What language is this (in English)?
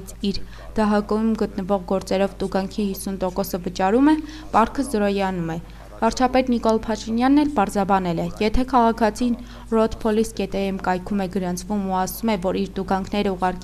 Armenian